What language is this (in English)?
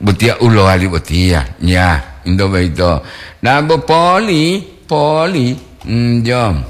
Gorontalo